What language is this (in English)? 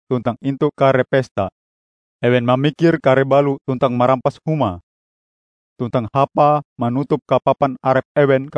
Ngaju